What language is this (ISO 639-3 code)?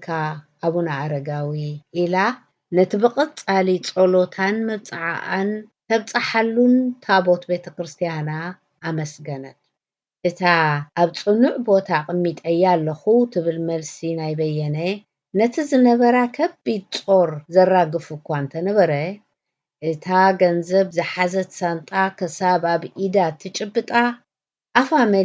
tir